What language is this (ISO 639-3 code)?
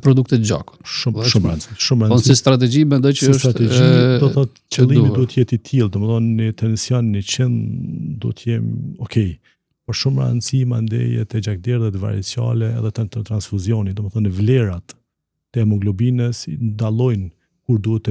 sqi